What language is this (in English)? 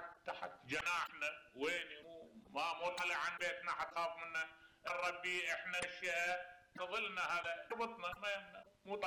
Mesopotamian Arabic